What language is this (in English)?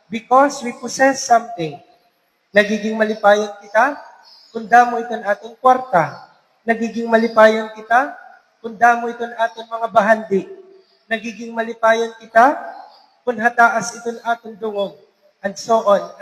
Waray